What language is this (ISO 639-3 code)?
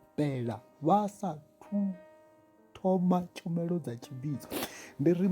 ven